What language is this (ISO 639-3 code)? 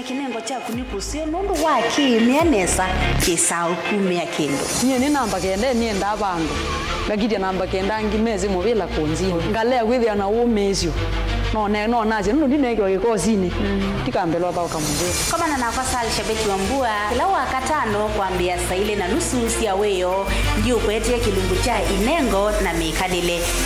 kam